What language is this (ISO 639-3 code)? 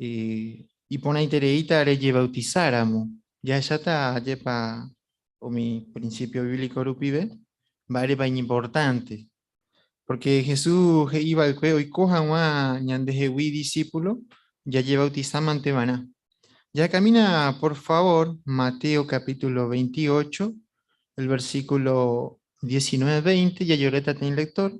grn